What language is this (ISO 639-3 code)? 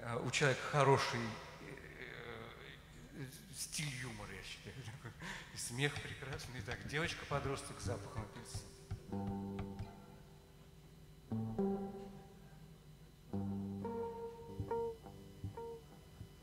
rus